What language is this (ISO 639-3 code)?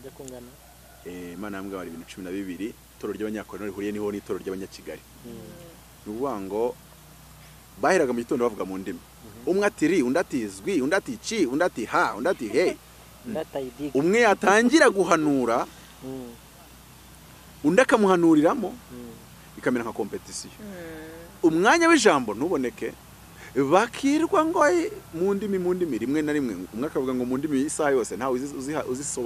kin